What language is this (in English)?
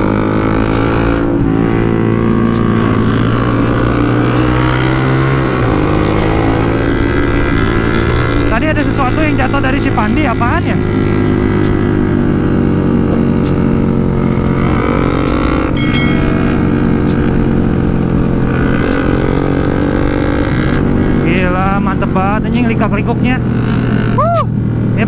Indonesian